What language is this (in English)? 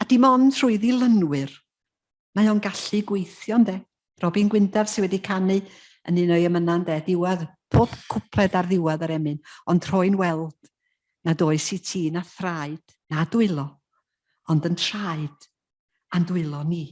Welsh